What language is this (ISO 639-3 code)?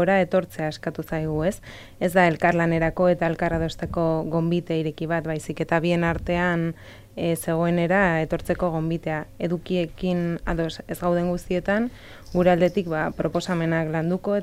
eus